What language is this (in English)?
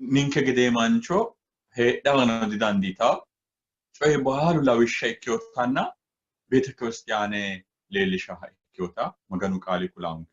Sidamo